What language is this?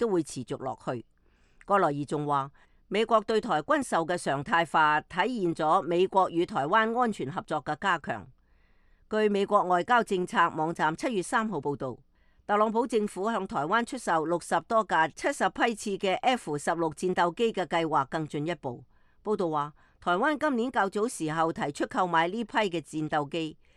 Cantonese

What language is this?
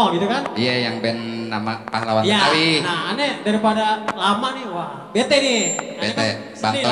Betawi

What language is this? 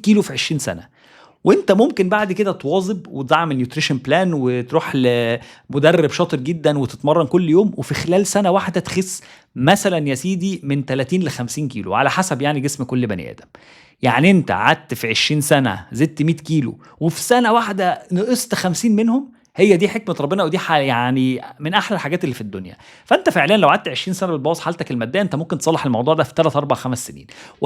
Egyptian Arabic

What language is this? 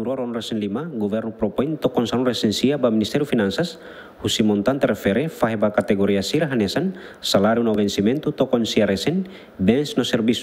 Tetum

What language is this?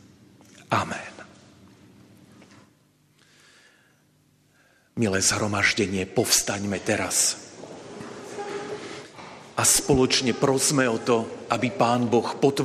Slovak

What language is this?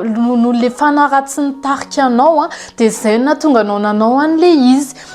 Malagasy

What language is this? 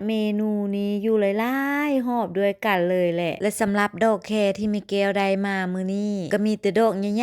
Lao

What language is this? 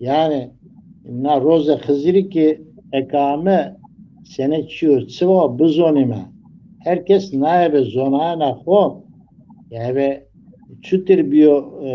Zaza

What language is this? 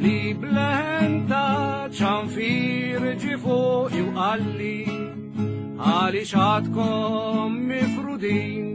Maltese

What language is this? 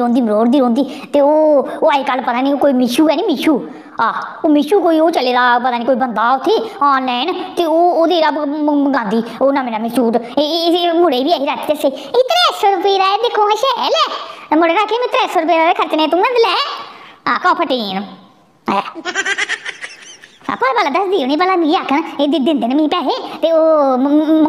Dogri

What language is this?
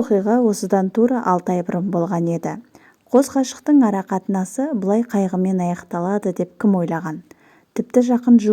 Kazakh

